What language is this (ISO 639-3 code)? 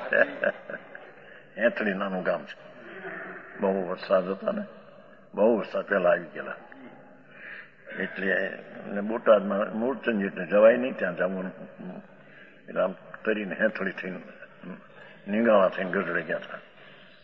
guj